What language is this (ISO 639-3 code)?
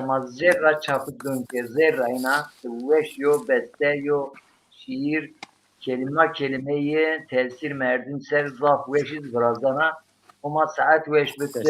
zza